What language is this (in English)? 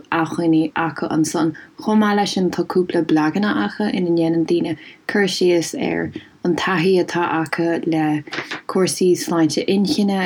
Irish